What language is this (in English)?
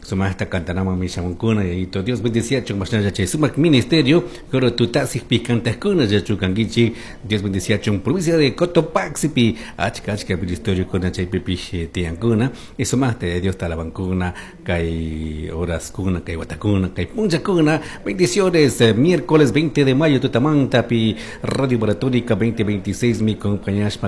Chimborazo Highland Quichua